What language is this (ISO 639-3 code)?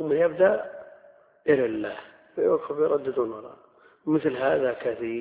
ara